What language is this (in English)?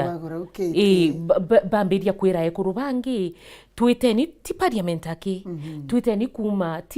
Meru